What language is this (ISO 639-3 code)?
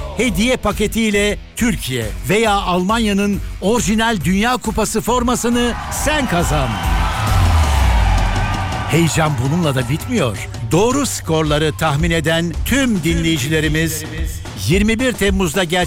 tur